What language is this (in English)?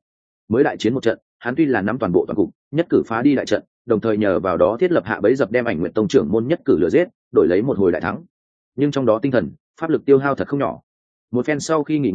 Vietnamese